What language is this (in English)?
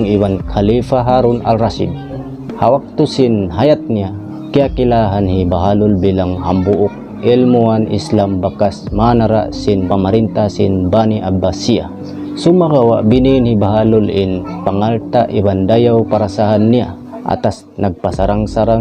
Tausug